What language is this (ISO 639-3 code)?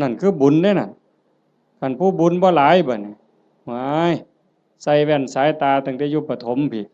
tts